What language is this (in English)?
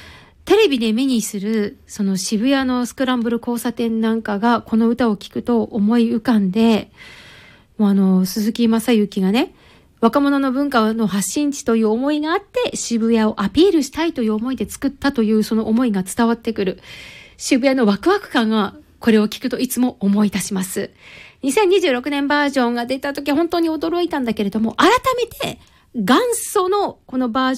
Japanese